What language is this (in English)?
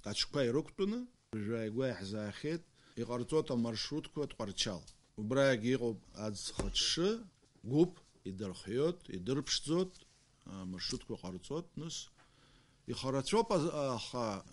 Abkhazian